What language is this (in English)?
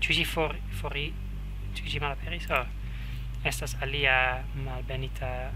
Esperanto